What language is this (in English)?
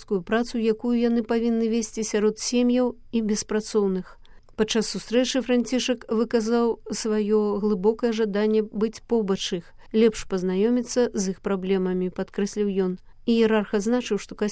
Belarusian